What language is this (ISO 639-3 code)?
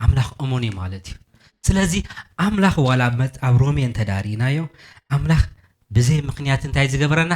tir